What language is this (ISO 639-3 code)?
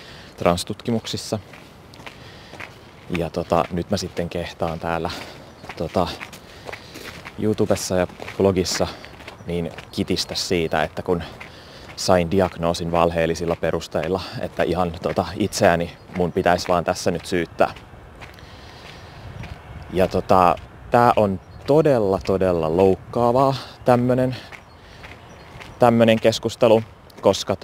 fin